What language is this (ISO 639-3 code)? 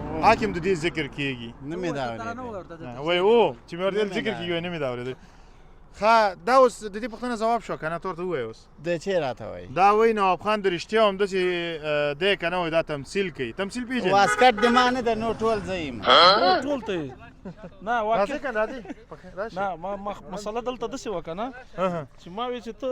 pus